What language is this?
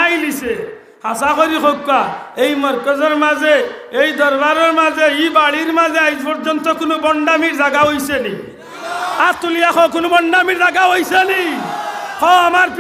Sylheti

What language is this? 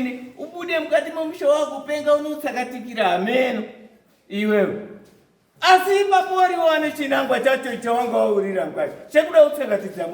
Shona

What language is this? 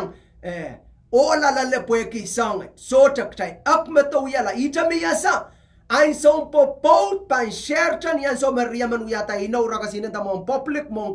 Pohnpeian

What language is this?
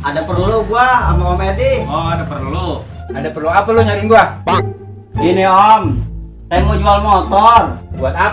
Betawi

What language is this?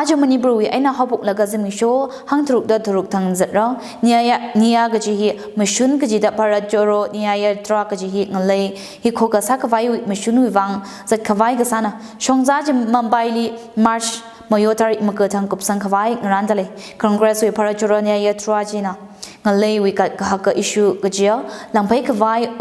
Tangkhul Naga (India)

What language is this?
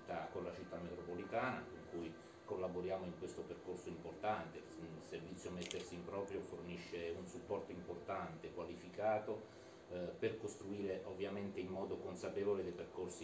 Italian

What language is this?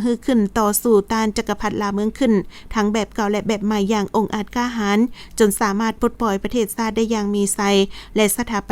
Lao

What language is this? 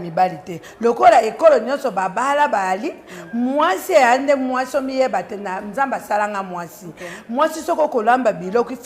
Lingala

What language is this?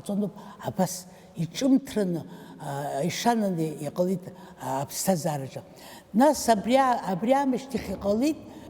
Abkhazian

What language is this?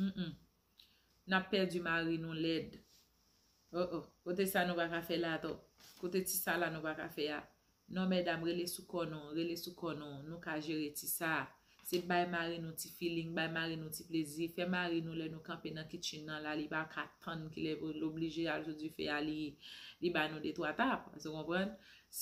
Haitian Creole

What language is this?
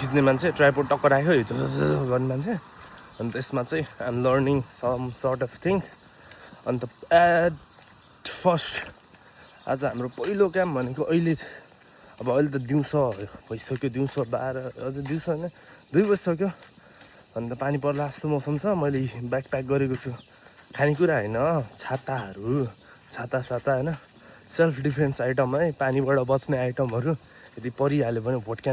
Nepali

